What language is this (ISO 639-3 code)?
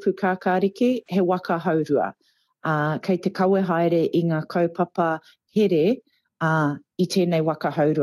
mri